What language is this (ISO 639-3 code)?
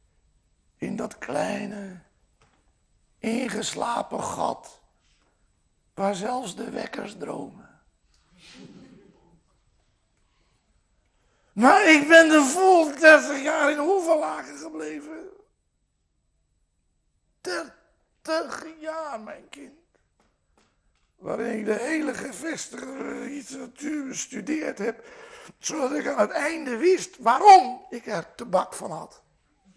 nld